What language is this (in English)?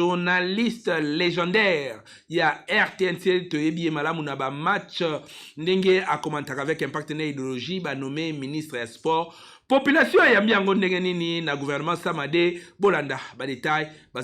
Lingala